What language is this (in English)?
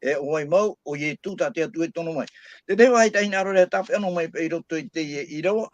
Tahitian